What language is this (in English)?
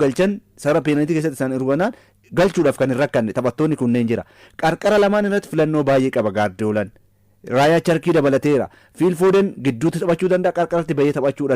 Oromo